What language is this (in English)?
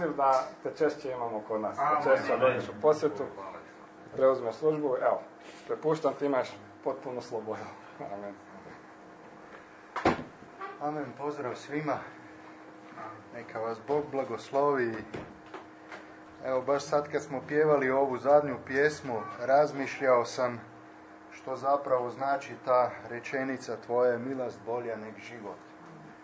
Croatian